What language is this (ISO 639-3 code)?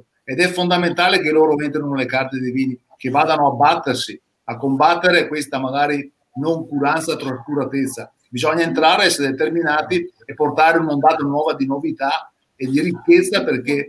ita